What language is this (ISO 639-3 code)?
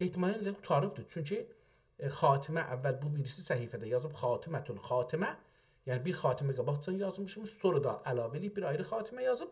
azb